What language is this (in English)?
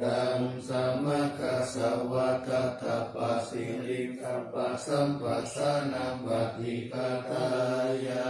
Pali